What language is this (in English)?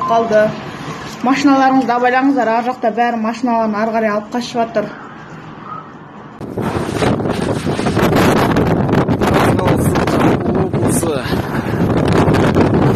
Kazakh